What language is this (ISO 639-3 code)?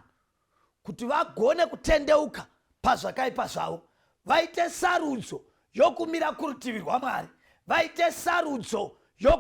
sna